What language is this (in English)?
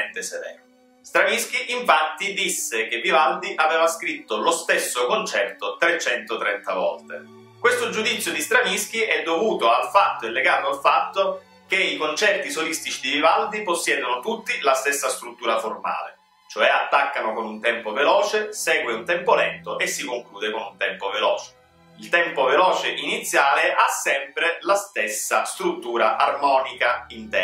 Italian